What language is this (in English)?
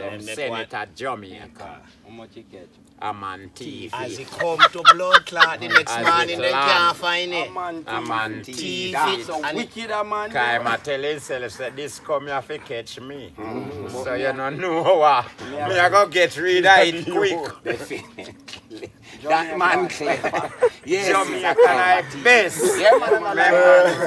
Jamaican Creole English